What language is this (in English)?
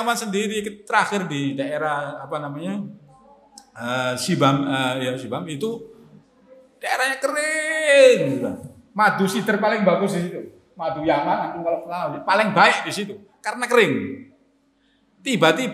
Indonesian